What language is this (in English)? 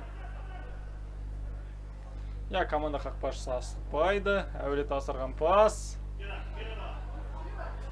Kazakh